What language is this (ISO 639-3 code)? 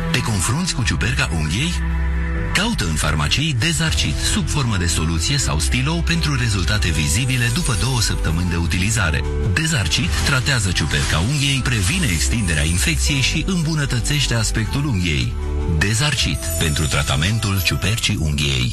ron